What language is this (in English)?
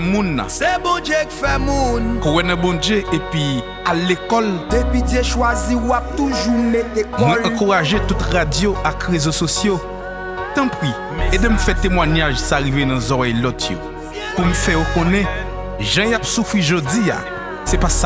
Haitian Creole